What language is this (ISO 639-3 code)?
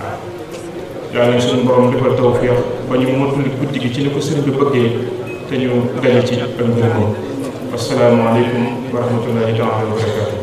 wol